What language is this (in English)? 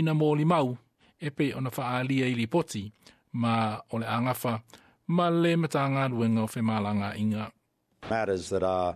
Samoan